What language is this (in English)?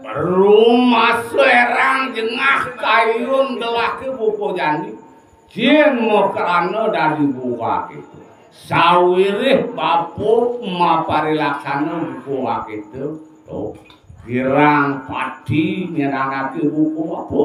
Balinese